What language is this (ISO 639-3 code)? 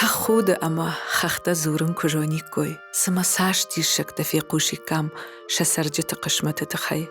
oss